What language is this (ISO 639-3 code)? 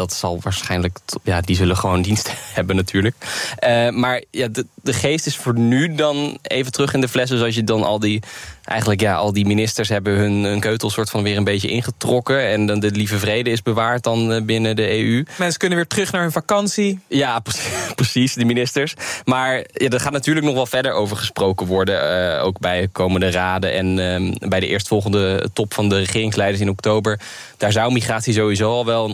nld